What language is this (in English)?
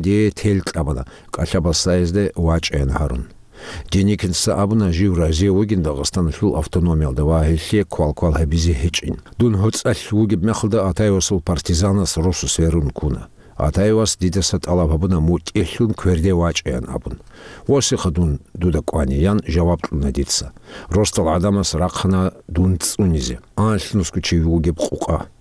Avaric